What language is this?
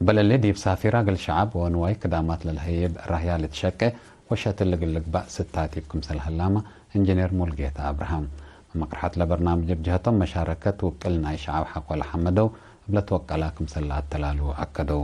Tigre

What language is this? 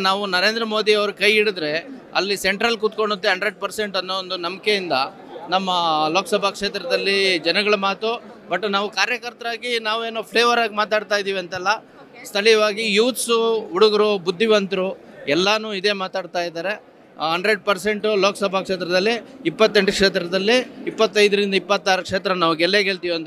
Kannada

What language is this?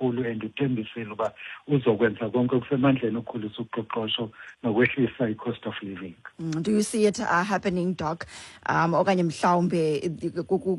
Xhosa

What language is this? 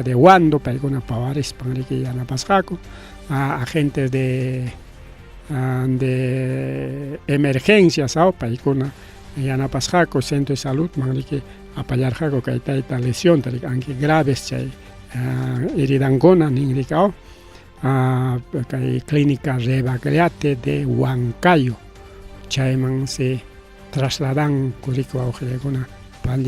Ayacucho Quechua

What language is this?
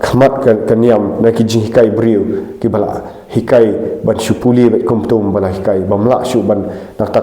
Khasi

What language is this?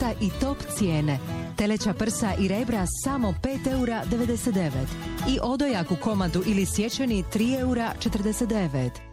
Croatian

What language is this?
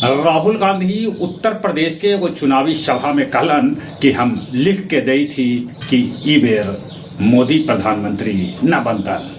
Magahi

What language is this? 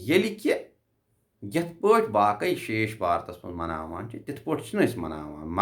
Kashmiri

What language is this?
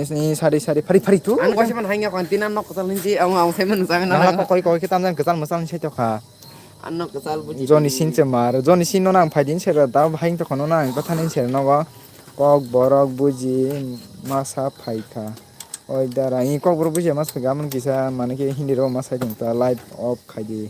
Kok Borok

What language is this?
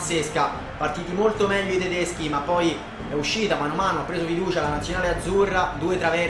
Italian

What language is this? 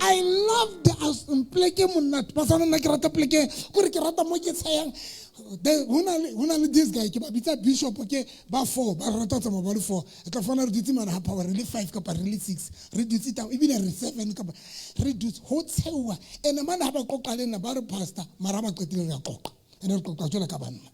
Southern Sotho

